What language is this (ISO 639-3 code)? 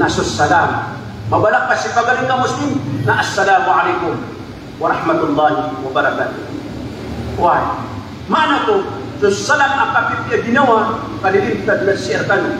mrw